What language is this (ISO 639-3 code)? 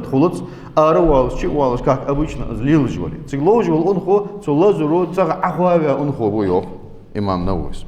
inh